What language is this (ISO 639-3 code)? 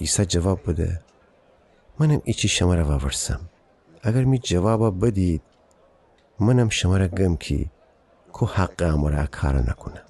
glk